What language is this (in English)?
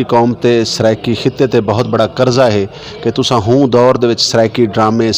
Saraiki